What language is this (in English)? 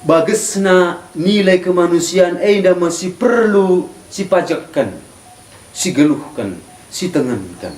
Batak Karo